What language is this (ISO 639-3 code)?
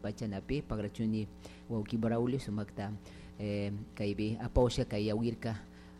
qug